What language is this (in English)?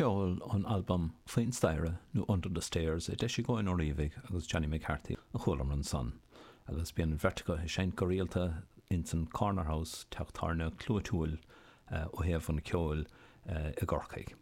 Irish